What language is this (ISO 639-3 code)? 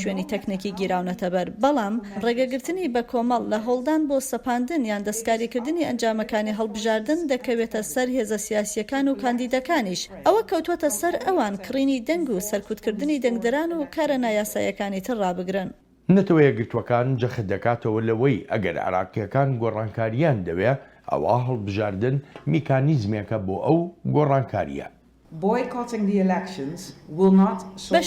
ckb